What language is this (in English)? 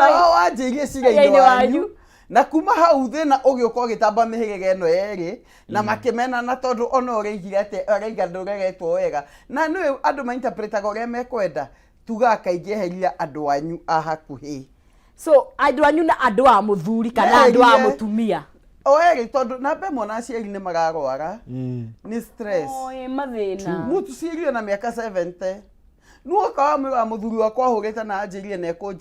Kikuyu